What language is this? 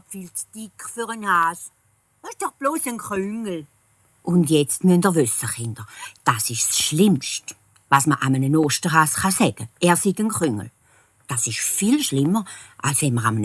Swiss German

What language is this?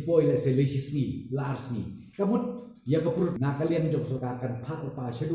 Khasi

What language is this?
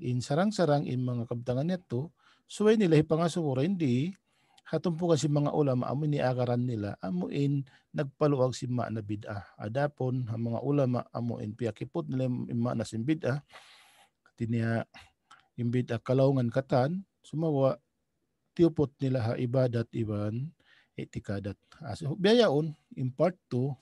Tausug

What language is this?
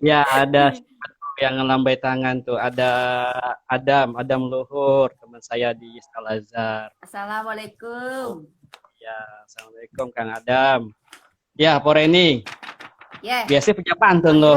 Betawi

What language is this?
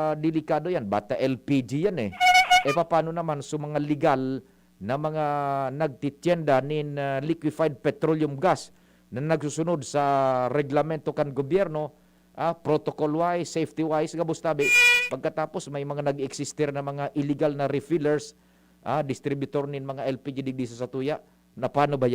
Bikol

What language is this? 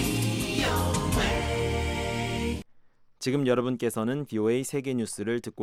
Korean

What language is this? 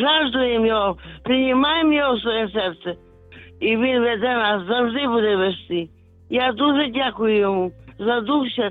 Ukrainian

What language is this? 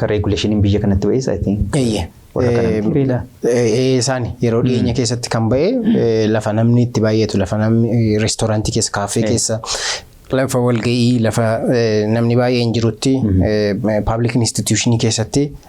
Oromo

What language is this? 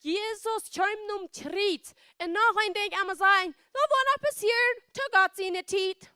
Plautdietsch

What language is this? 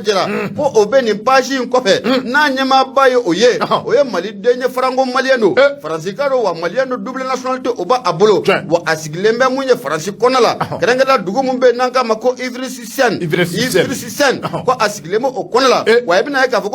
Bambara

